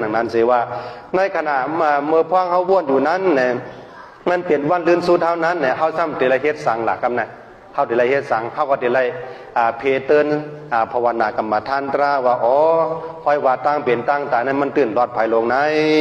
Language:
Shan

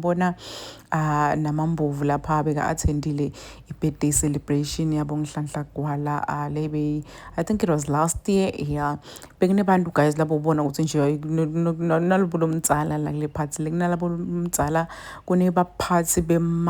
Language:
Zulu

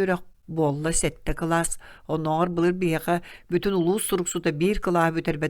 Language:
Yakut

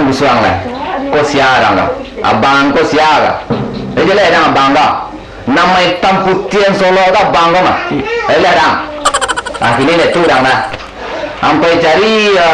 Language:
Minangkabau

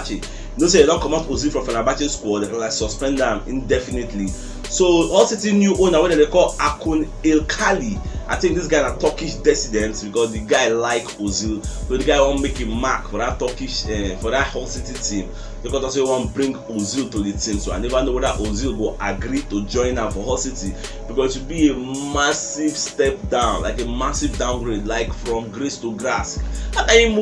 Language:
Nigerian Pidgin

